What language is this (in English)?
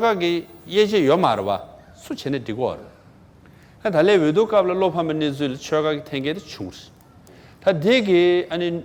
Tibetan